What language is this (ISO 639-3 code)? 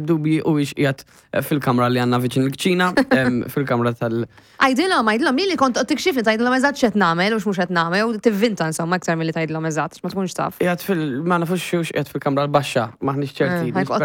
mlt